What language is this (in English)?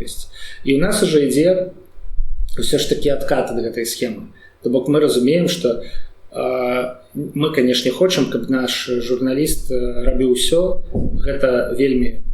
Belarusian